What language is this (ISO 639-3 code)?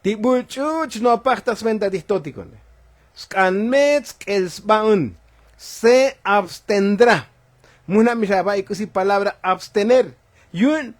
tzo